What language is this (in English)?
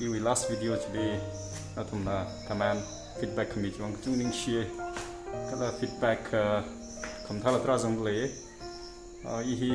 Tangkhul Naga (India)